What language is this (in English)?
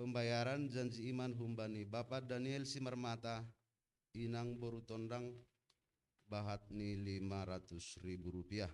Batak Simalungun